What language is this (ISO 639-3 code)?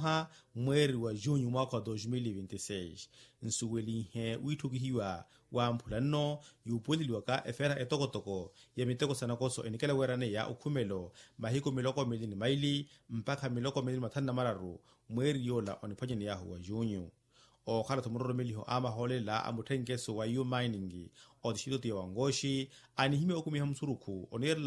vmw